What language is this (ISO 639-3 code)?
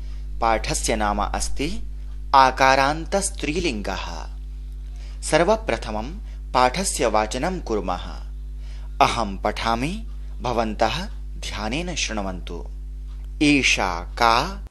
san